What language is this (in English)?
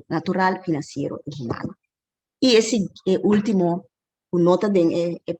Papiamento